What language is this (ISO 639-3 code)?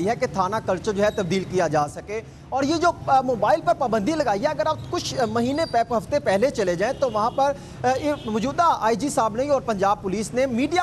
urd